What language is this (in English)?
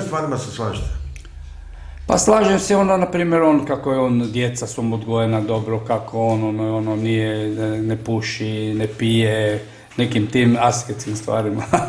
Croatian